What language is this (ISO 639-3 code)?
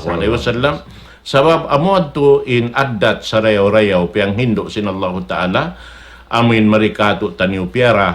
tsg